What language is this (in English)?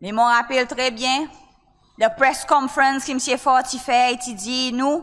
Seselwa Creole French